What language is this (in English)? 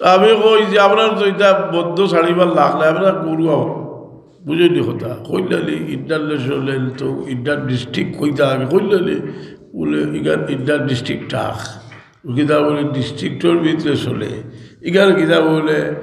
Sylheti